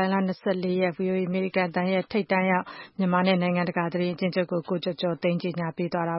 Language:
Burmese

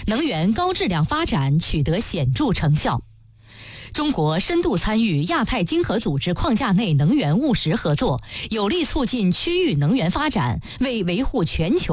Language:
Chinese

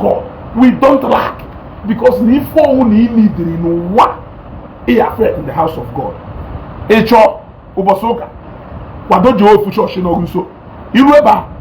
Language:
Igbo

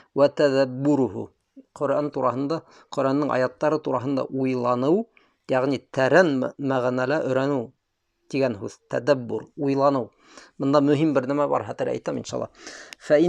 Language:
Bashkir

